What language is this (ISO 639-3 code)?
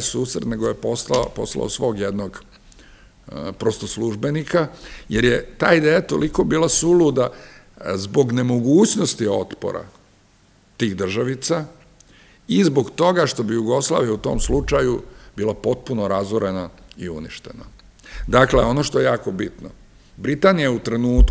srp